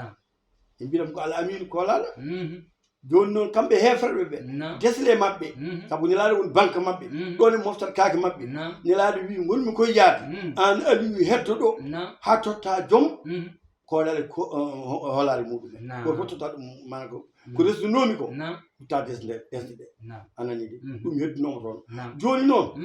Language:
Fula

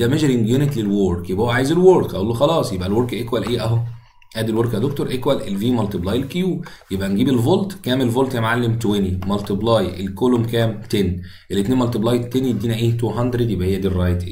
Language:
Egyptian Arabic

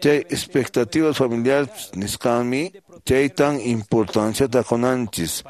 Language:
Quechua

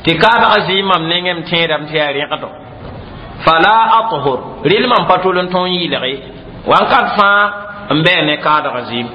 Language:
Mossi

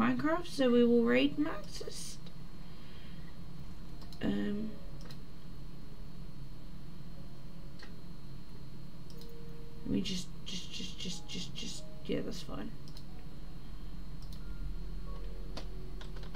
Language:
English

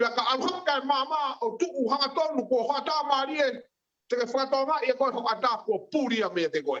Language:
Tongan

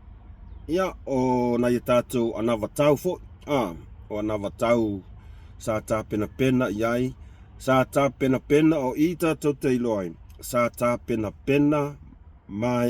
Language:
Samoan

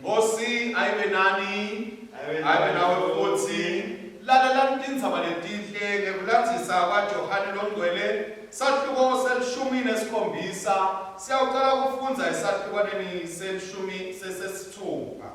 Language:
Swati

